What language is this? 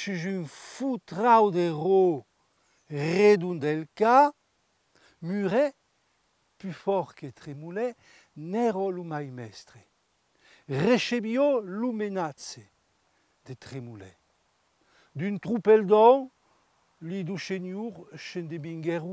Occitan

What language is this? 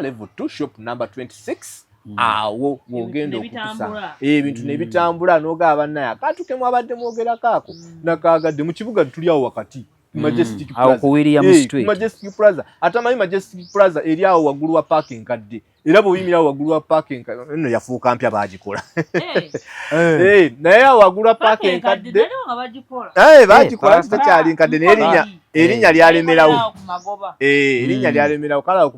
Ganda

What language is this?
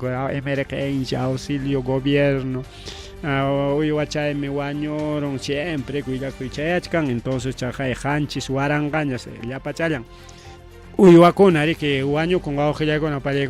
Ayacucho Quechua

